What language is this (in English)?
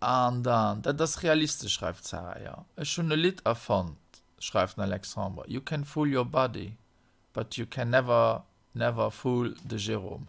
Luxembourgish